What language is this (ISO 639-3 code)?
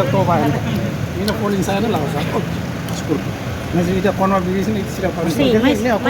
tet